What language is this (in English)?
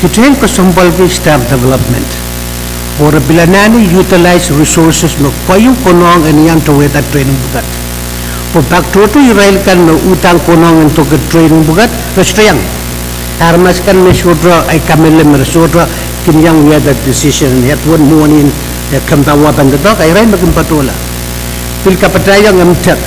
Pohnpeian